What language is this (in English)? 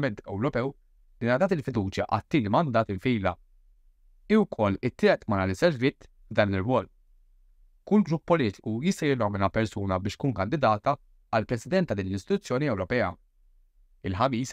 Maltese